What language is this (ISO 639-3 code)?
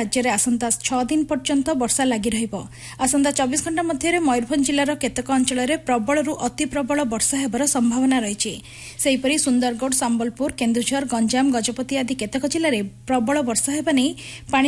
ori